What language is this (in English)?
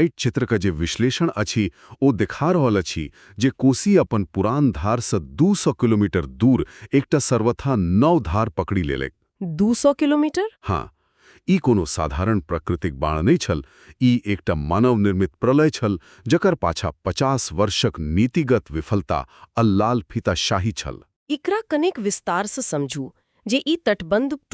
Maithili